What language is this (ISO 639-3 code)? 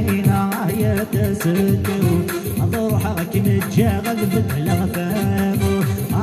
kab